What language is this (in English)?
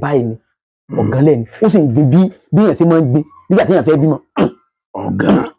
Yoruba